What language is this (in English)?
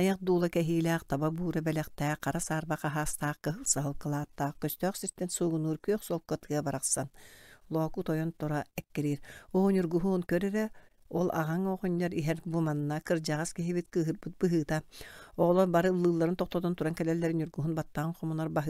Yakut